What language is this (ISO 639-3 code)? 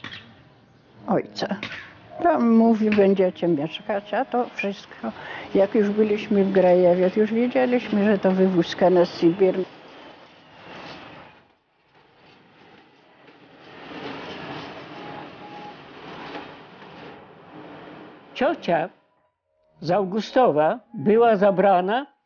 pol